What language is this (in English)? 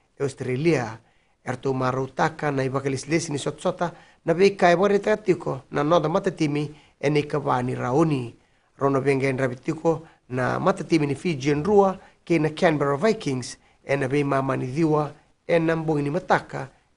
Fijian